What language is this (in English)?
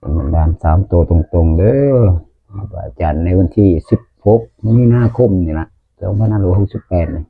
Northeastern Thai